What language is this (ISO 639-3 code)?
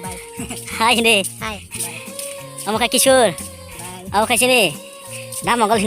trp